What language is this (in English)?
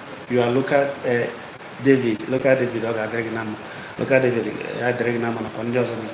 Igbo